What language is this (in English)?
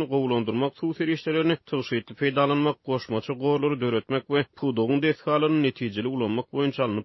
Turkmen